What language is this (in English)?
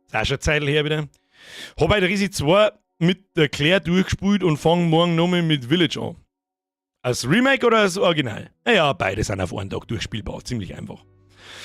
Bavarian